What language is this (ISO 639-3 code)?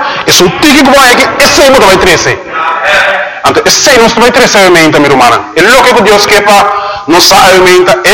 pap